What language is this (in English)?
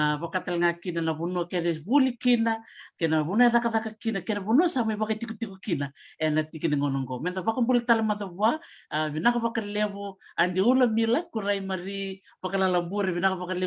Fijian